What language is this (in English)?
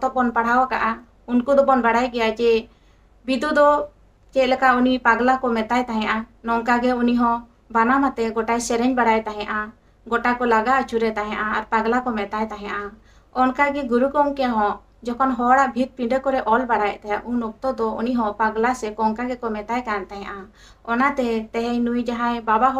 Santali